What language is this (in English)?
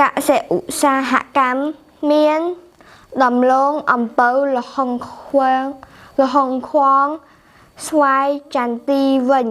Khmer